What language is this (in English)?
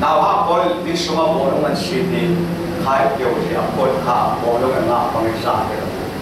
Falam Chin